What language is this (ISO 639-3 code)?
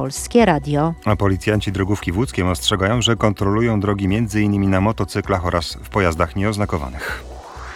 pol